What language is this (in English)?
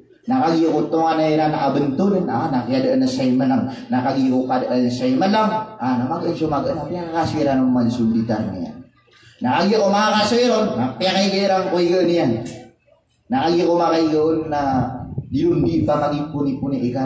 Maranao